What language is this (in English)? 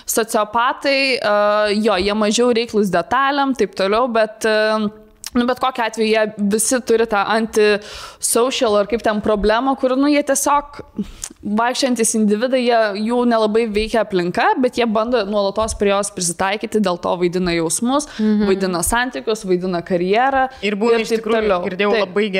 Lithuanian